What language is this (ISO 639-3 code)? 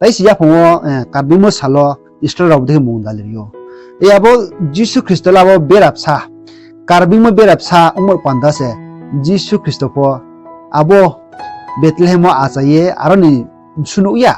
ria